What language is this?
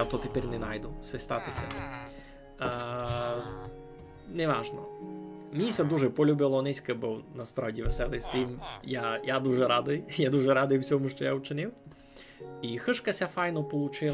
Rusyn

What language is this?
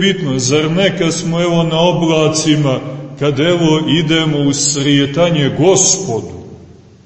Serbian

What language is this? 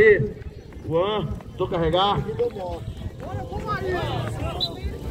Portuguese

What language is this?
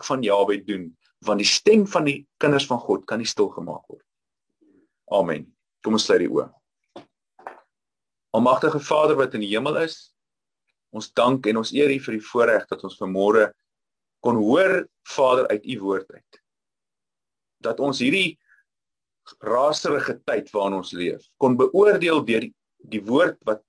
Afrikaans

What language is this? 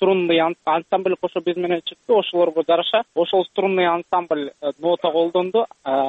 Kyrgyz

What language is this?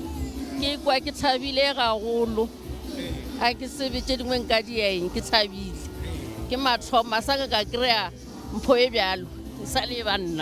Northern Sotho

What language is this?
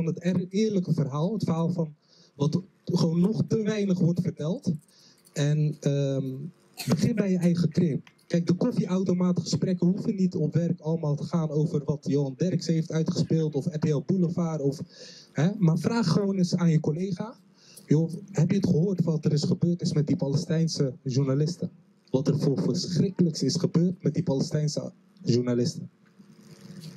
Dutch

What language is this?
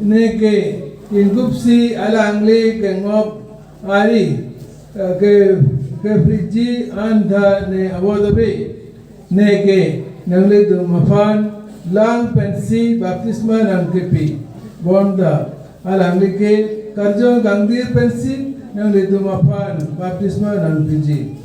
Karbi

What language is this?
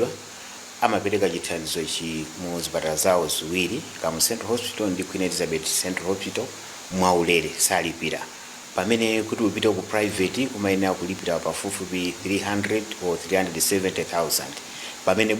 Nyanja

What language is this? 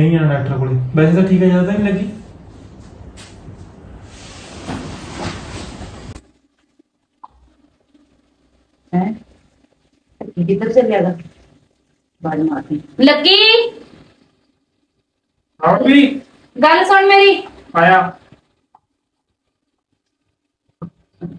Punjabi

